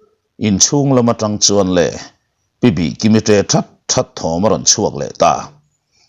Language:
Mizo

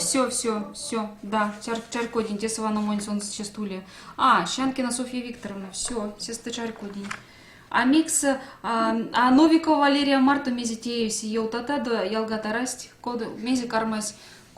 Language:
Erzya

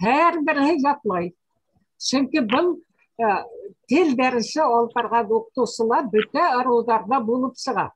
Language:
Bashkir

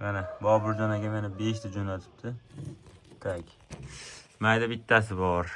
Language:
Uzbek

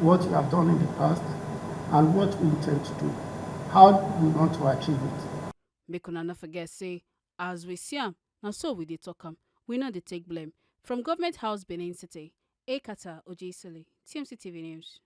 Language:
Nigerian Pidgin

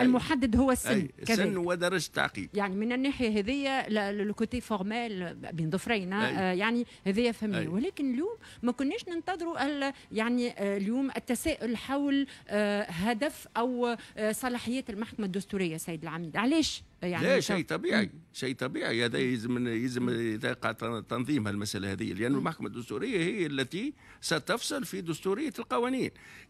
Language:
Tunisian Arabic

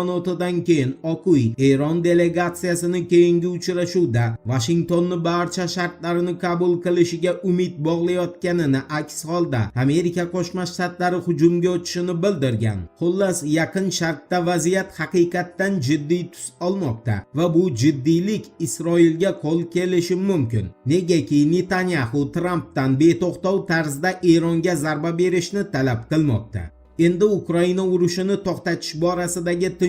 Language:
Uzbek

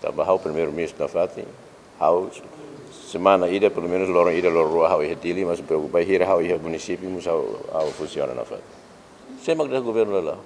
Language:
Tetum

